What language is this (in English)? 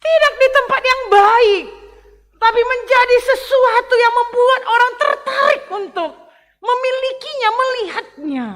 Batak Karo